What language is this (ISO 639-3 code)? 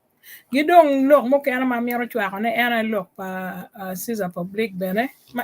ach